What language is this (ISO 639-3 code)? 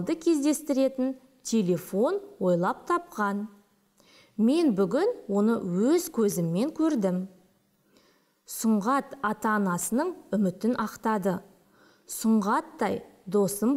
kaz